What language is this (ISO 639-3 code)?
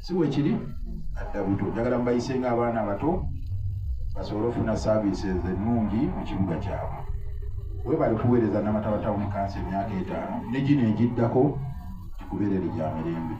lug